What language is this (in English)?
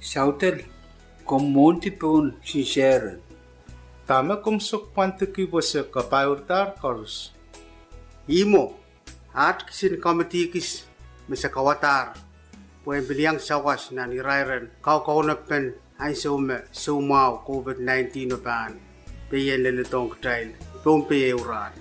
Pohnpeian